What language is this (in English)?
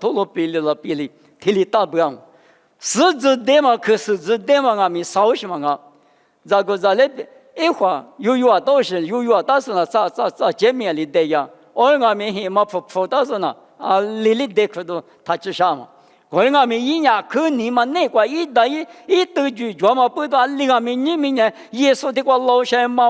Lisu